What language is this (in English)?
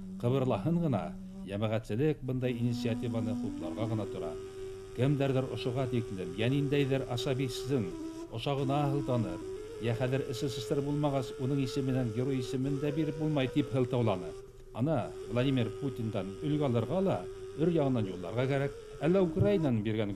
Bashkir